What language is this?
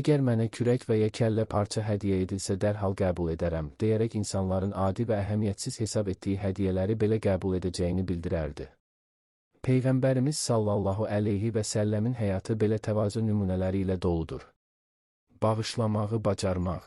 Azerbaijani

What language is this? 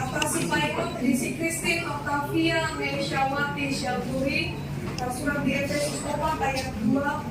Batak Toba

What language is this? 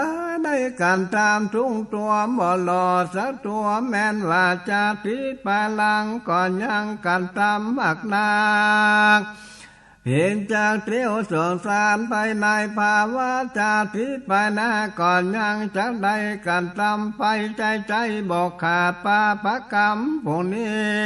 Northern Thai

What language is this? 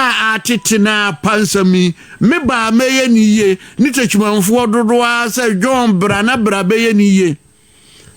Akan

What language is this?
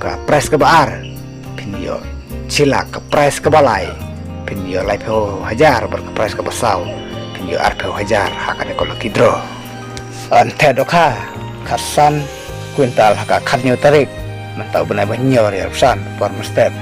Khasi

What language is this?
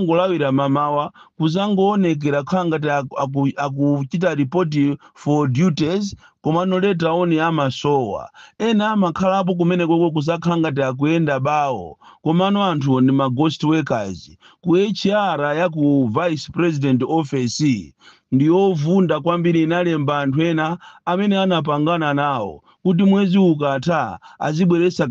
Nyanja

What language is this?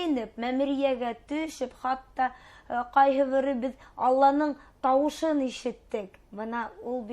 Bashkir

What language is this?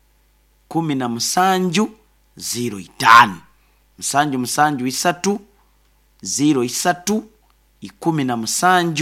Nyoro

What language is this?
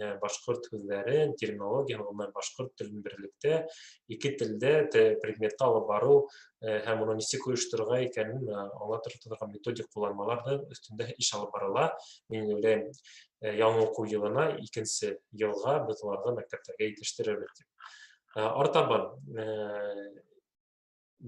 Bashkir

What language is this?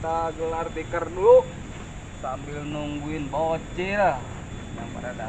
Betawi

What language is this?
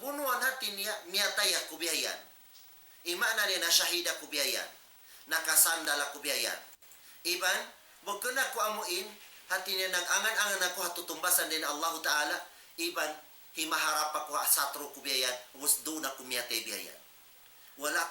Tausug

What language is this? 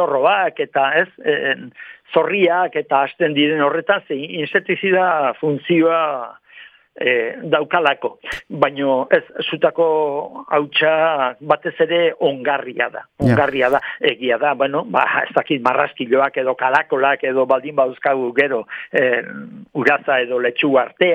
Basque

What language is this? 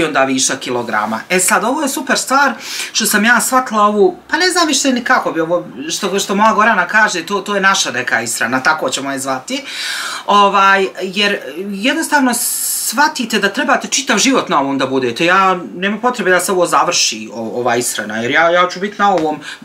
Bosnian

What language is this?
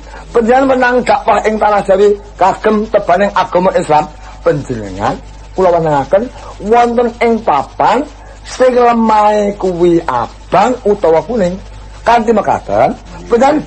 Javanese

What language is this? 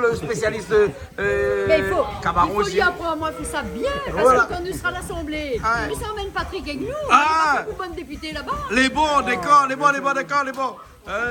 Réunion Creole French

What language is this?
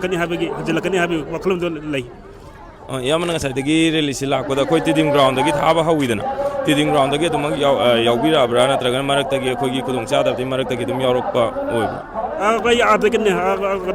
Manipuri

